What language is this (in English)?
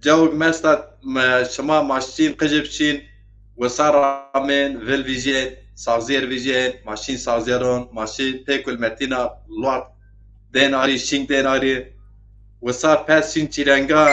Zaza